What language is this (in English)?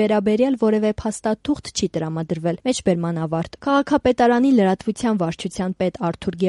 Armenian